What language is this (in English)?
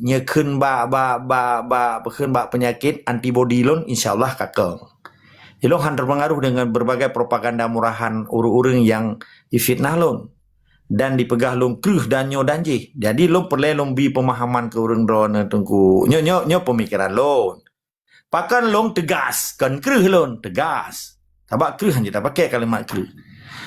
Achinese